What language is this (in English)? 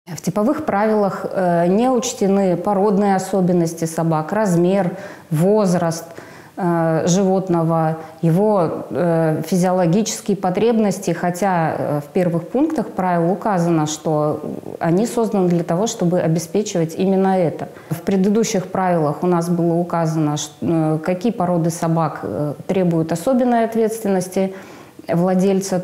Russian